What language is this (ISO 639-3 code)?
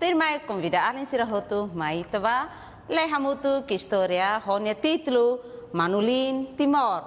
tet